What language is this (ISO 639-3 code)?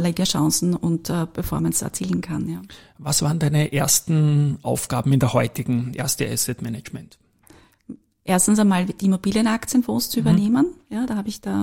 deu